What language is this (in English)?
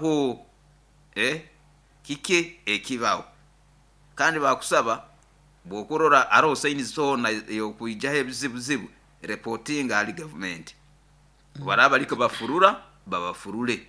Nyoro